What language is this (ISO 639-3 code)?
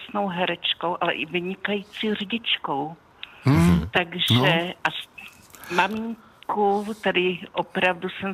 ces